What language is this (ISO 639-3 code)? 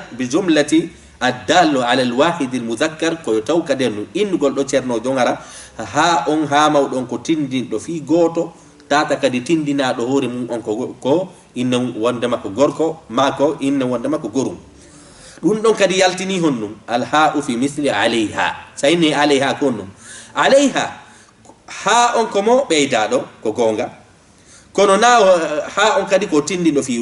ful